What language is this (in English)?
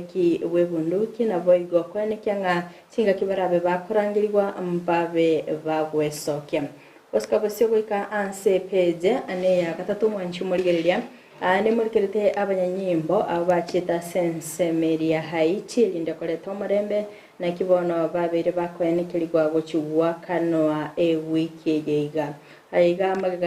Gusii